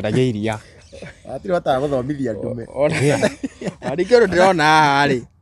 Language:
Kikuyu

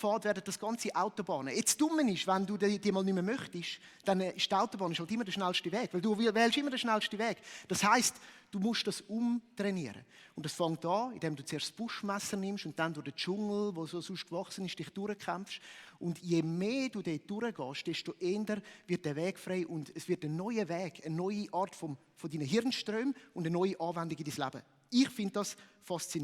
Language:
Swiss German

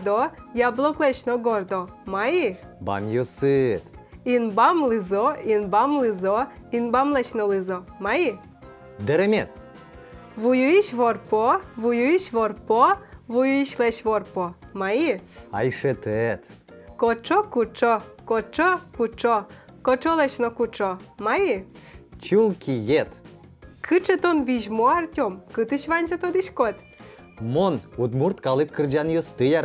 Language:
Udmurt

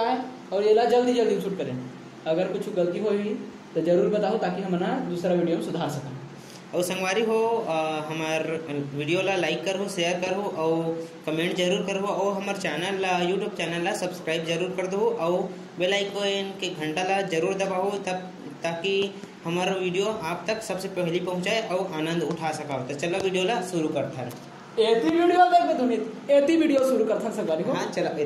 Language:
Chhattisgarhi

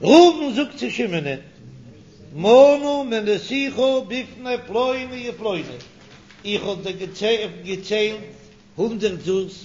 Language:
Yiddish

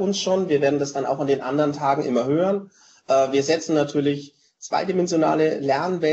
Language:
German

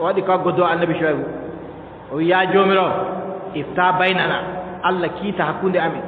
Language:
Adamawa Fulfulde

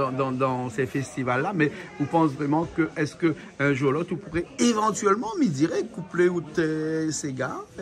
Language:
Réunion Creole French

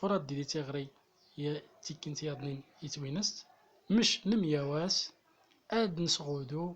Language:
Central Atlas Tamazight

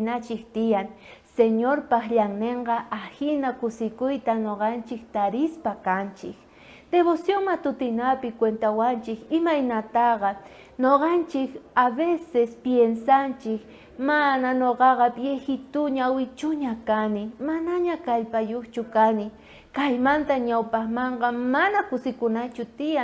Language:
South Bolivian Quechua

